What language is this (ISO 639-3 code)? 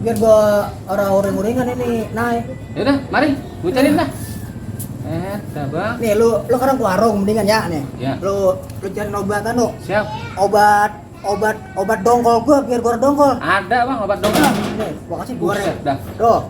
bew